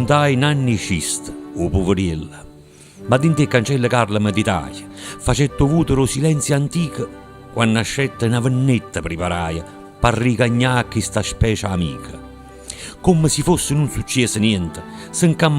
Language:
Neapolitan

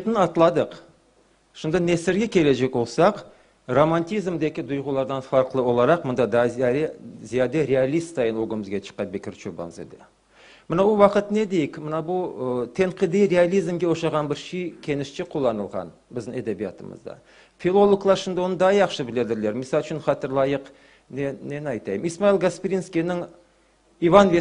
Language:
Crimean Tatar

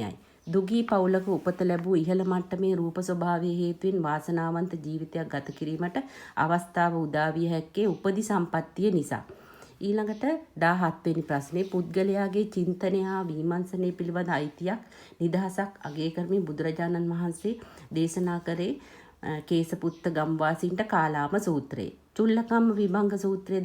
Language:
Sinhala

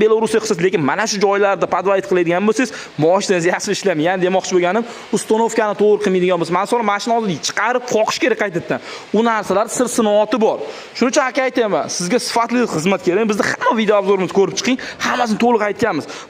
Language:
Uzbek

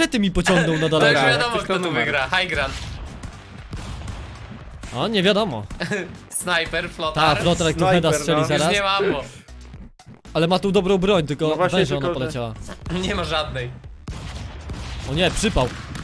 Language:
Polish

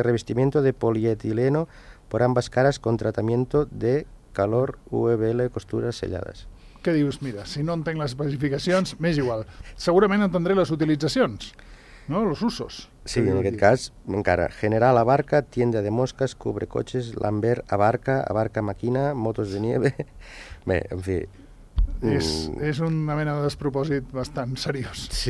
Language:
Catalan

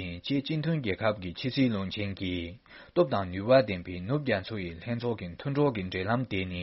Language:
Tibetan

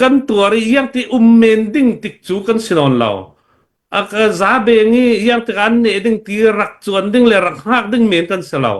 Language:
Hakha Chin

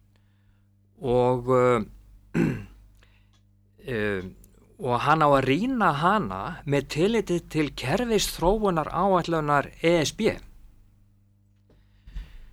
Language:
Icelandic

